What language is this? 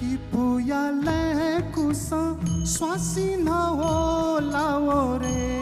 Newari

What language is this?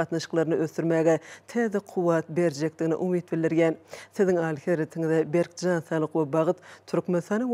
Turkmen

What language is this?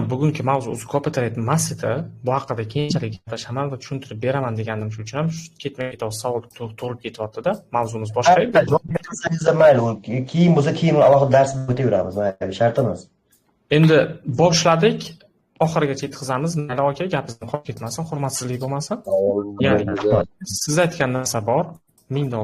Uzbek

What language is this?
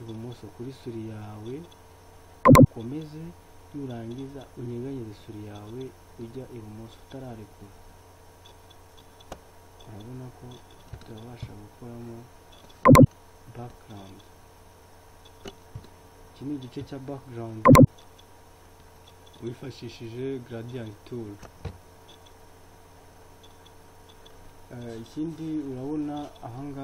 Kinyarwanda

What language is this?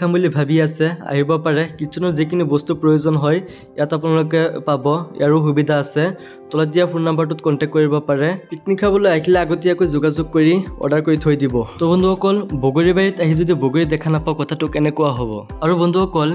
Assamese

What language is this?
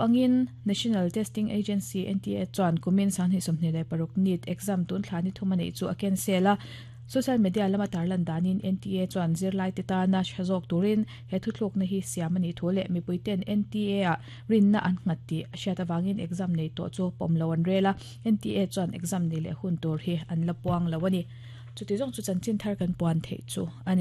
Mizo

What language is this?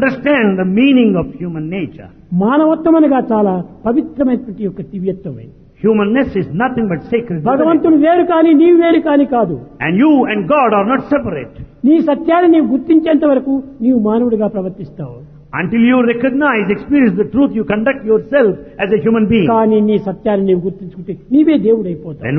Telugu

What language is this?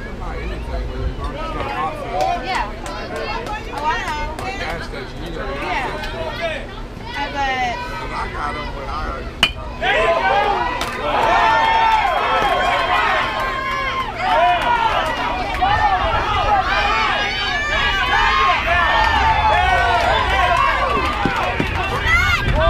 English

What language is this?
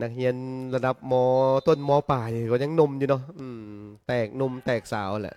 Lao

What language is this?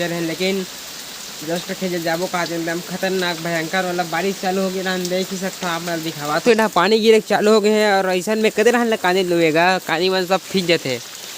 Chhattisgarhi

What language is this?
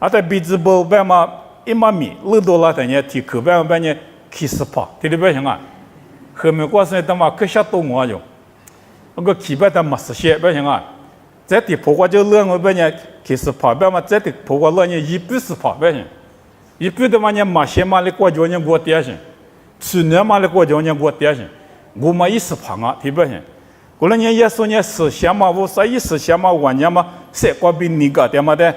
Lisu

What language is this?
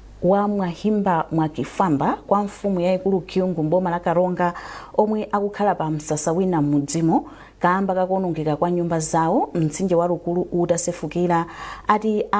Nyanja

